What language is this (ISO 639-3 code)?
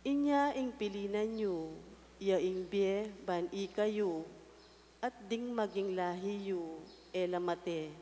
pam